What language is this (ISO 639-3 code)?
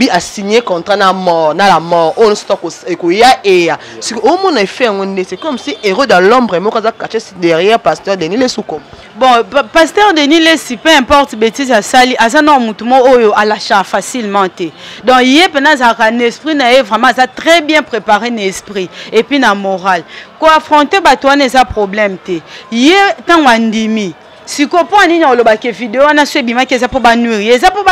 lin